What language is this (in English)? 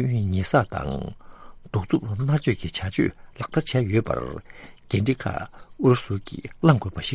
Tibetan